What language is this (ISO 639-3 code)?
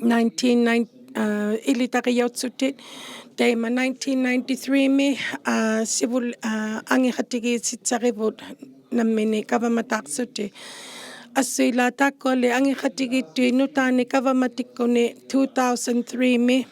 iku